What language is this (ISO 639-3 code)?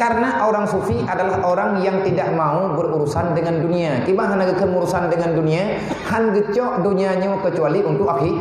ace